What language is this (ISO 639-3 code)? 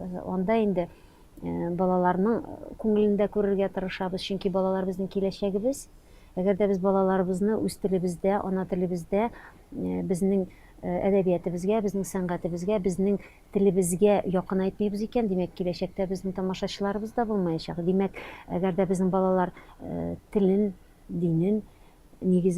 tat